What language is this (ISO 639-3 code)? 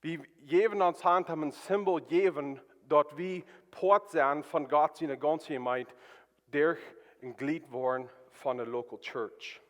pdt